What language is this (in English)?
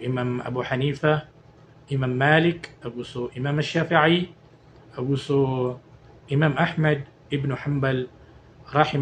Maranao